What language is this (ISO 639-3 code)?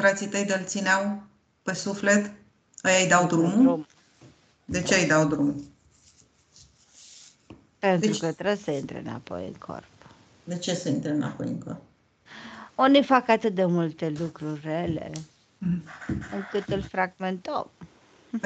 ron